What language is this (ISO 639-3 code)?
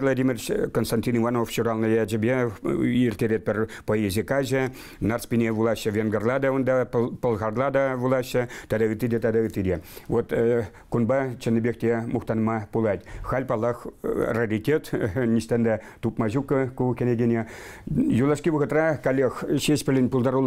chv